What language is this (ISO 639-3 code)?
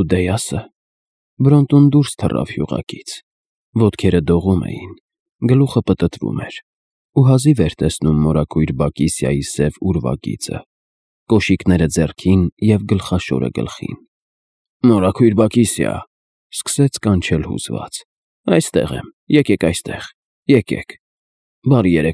hye